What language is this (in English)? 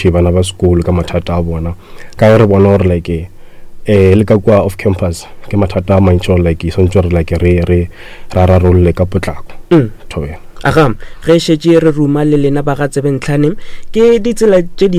Northern Sotho